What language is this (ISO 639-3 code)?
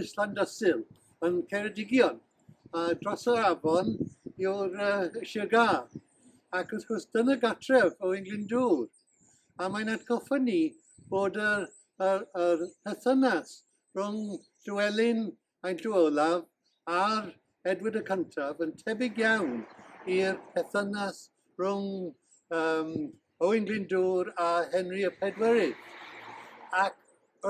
cym